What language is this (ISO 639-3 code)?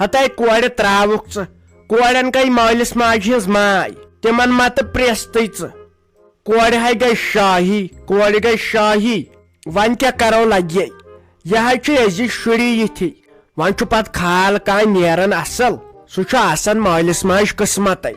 kas